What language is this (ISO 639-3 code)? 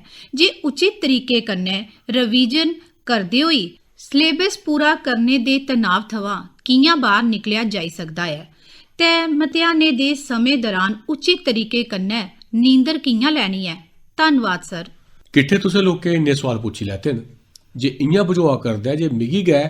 doi